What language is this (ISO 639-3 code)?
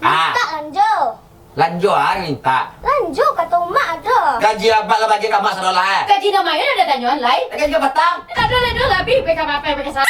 min